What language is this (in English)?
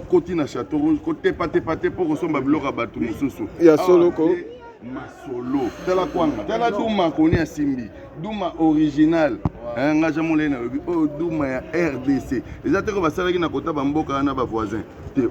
Lingala